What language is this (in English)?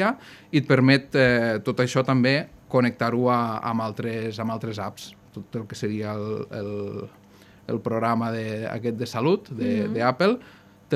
Catalan